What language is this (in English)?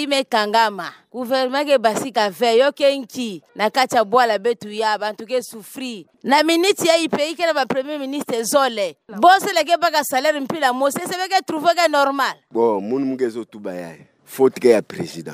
Kituba (Democratic Republic of Congo)